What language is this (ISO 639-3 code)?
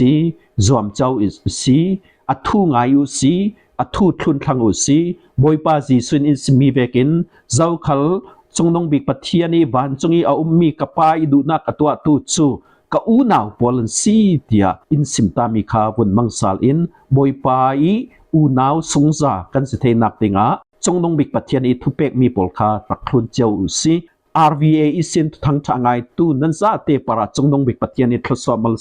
cfm